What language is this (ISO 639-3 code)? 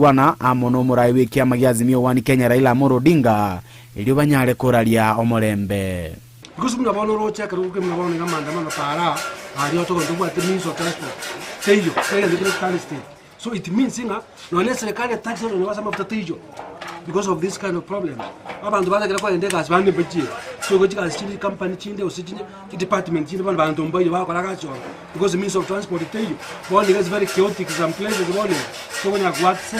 guz